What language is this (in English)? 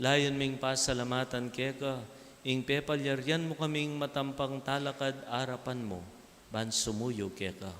Pampanga